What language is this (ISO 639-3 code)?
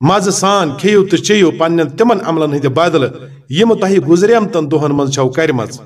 kas